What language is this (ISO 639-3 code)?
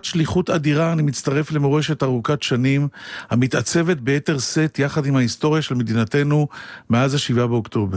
heb